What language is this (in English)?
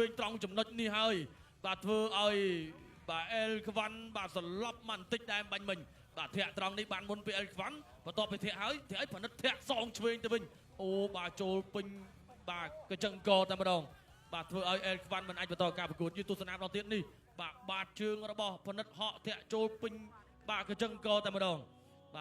Khmer